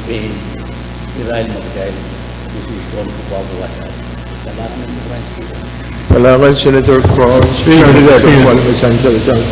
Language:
Pohnpeian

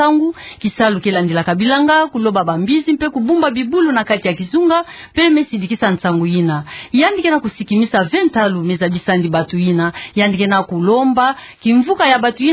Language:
Kituba (Democratic Republic of Congo)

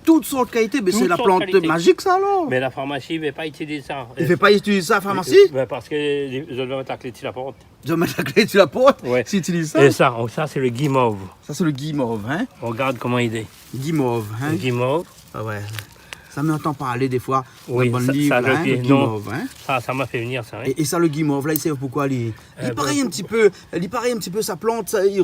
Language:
Réunion Creole French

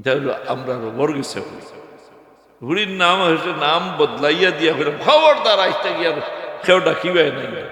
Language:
Sylheti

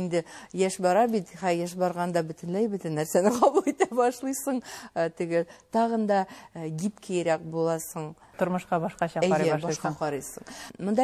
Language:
Tatar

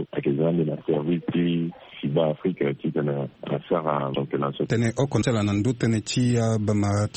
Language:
Sango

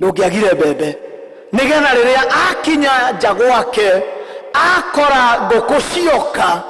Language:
Kikuyu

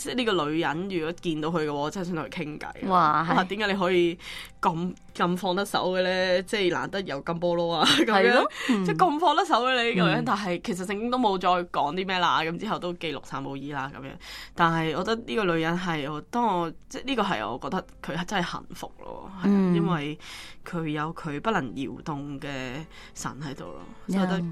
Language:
Cantonese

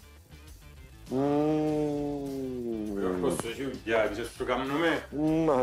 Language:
Greek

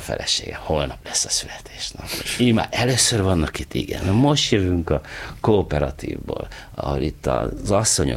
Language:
Hungarian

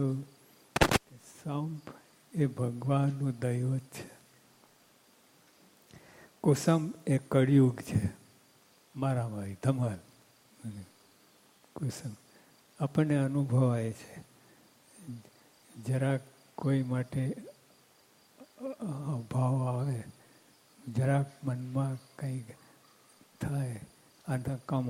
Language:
Gujarati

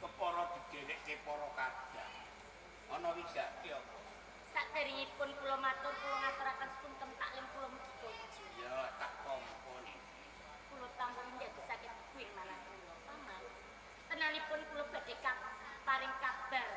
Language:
Javanese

